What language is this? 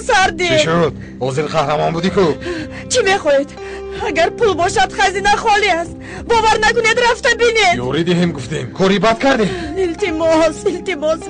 Tajik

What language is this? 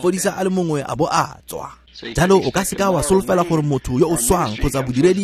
Tswana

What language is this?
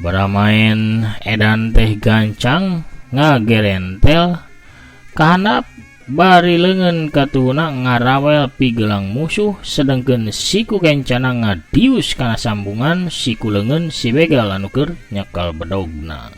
Sundanese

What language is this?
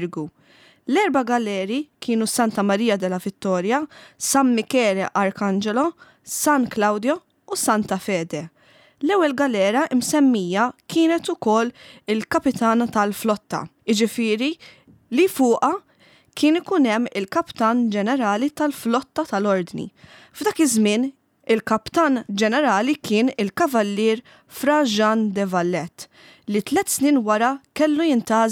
Maltese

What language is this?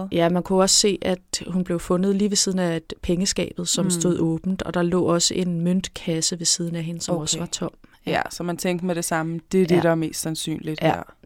Danish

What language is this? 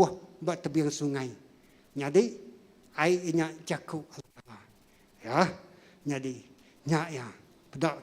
Iban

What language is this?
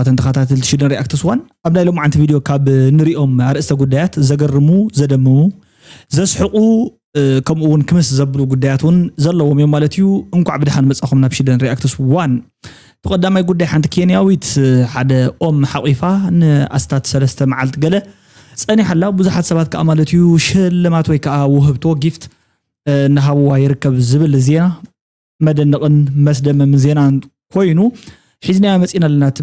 Tigrinya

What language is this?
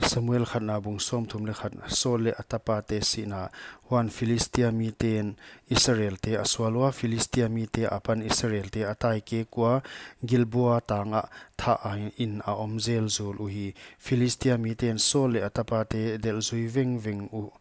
Paite Chin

